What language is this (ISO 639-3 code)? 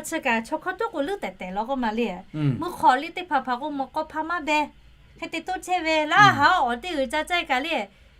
lhu